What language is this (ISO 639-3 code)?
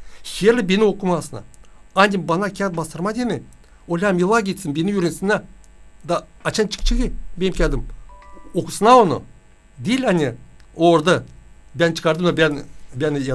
gag